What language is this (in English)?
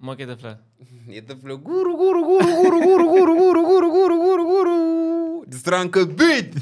Kabuverdianu